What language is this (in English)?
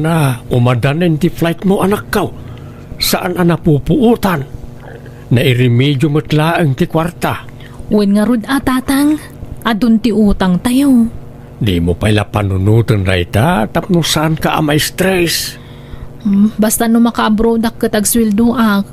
Iloko